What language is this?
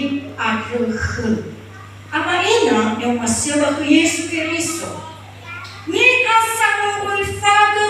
Nias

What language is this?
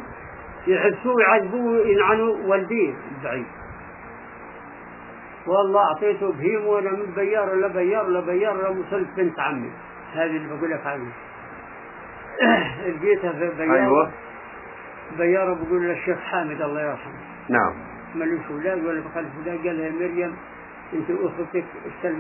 South Levantine Arabic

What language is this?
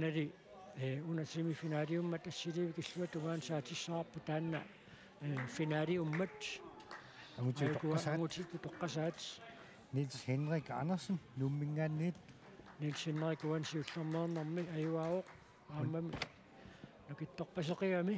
Kalaallisut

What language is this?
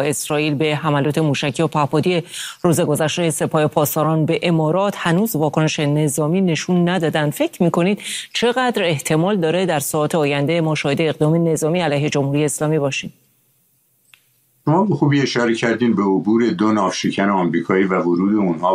Persian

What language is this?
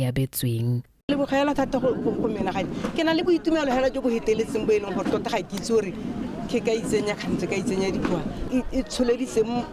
Tswana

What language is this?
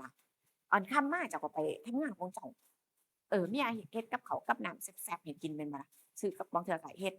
Northeastern Thai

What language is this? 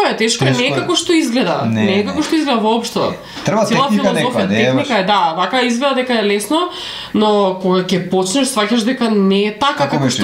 Macedonian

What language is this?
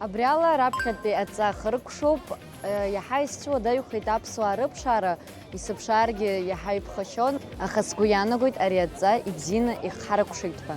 Abkhazian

